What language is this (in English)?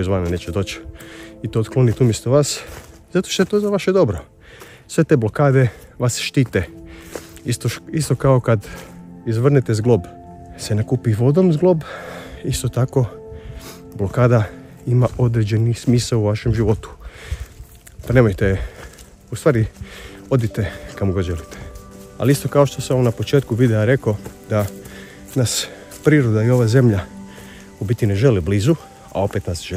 Croatian